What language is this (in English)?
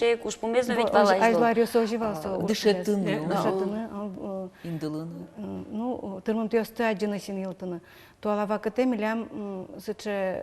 Udmurt